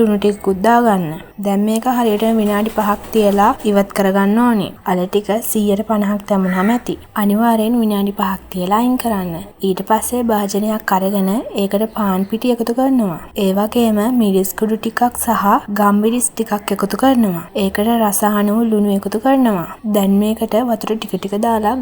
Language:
Sinhala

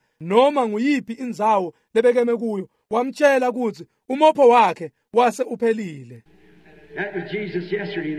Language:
Swati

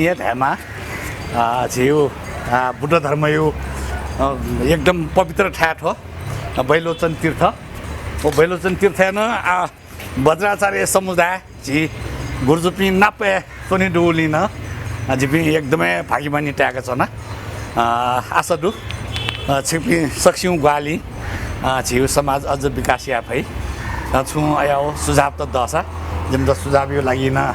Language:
Newari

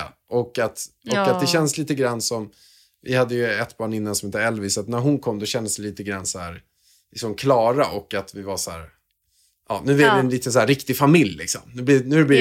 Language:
Swedish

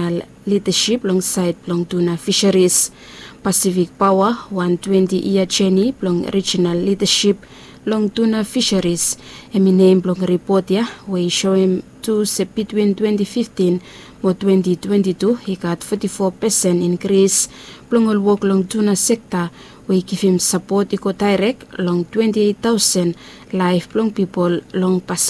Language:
Bislama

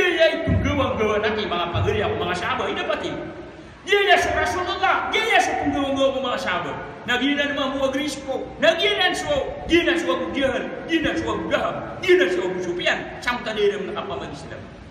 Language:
Maranao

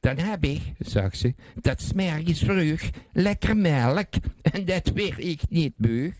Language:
Limburgish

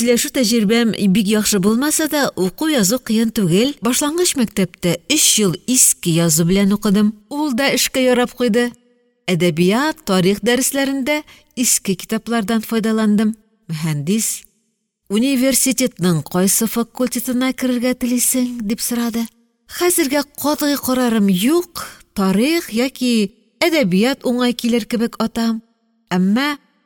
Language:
Tatar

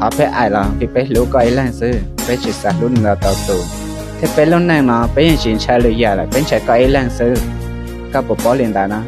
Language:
Hmong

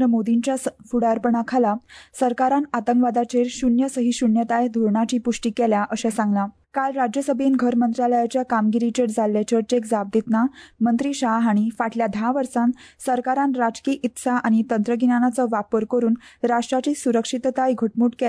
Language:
Konkani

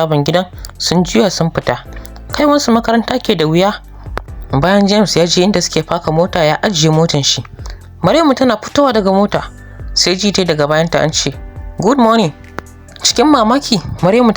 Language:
Hausa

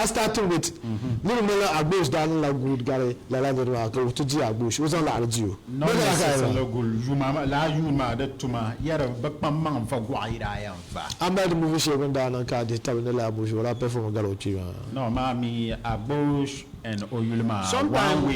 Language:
Dagbani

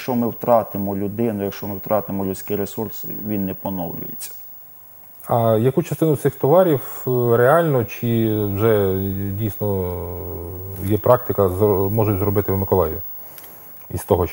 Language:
Ukrainian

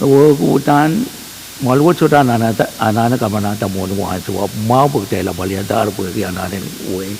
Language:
Pohnpeian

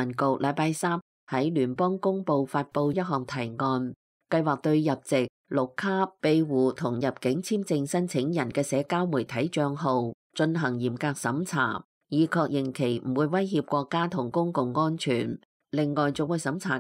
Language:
Cantonese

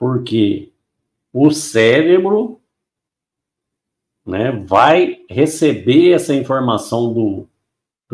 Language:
Portuguese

